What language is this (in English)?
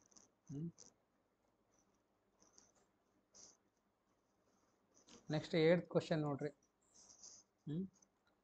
Kannada